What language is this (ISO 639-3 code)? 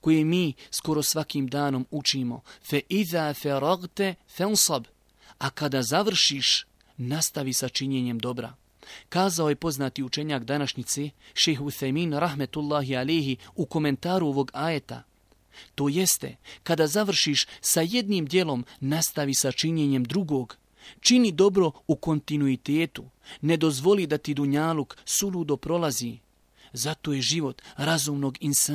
bos